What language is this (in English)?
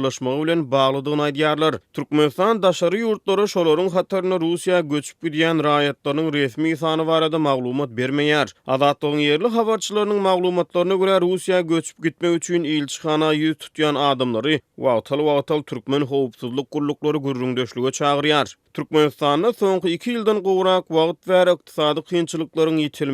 Turkmen